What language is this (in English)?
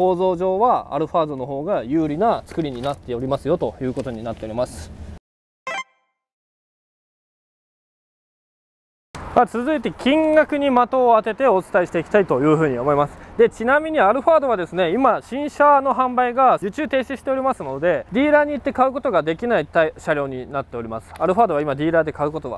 Japanese